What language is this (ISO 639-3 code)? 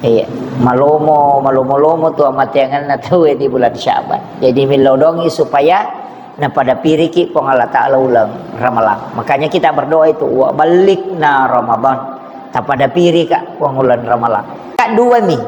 bug